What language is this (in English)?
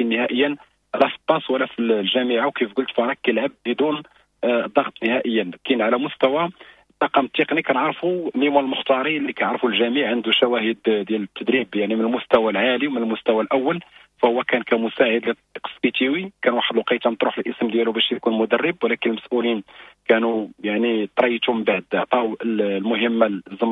Moroccan Arabic